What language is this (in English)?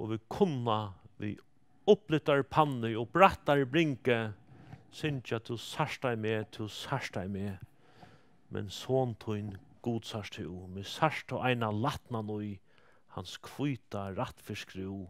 Faroese